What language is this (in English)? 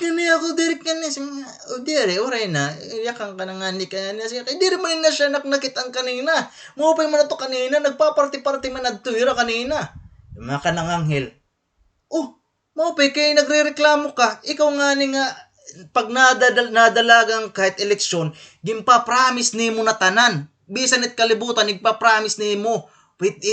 Waray